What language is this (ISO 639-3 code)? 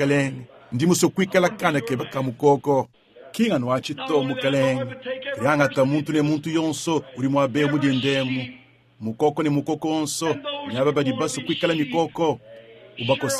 lua